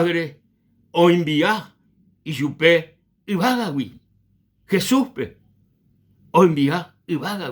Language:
Guarani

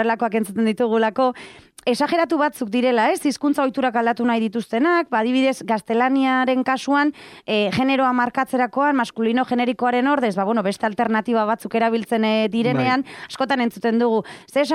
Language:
Basque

